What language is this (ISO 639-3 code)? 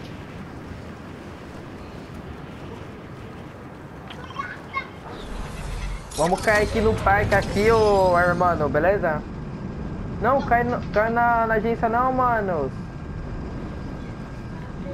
por